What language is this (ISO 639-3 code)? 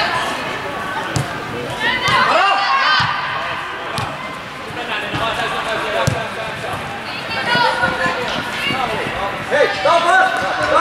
fin